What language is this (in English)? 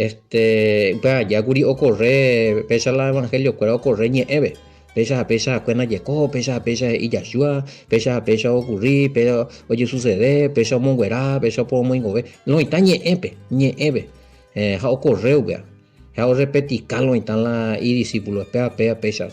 Guarani